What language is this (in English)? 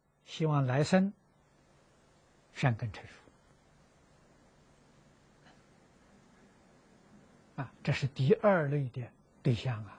Chinese